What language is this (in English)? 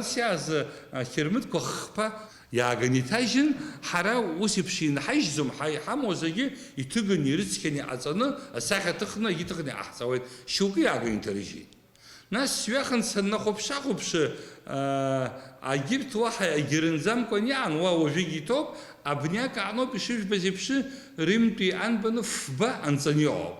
Abkhazian